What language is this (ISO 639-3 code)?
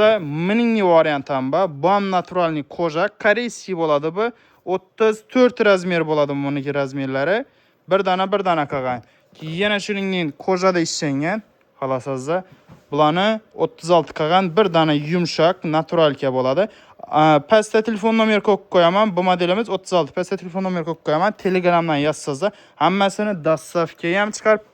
uzb